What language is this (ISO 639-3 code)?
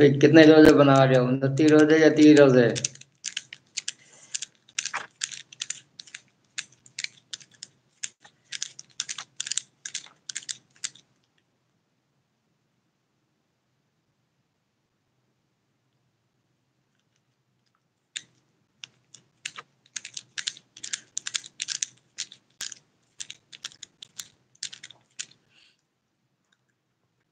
urd